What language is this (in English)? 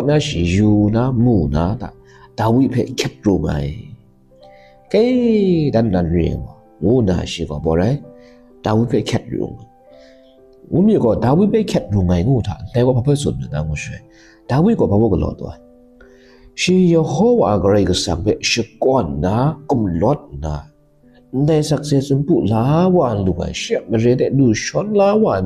Kachin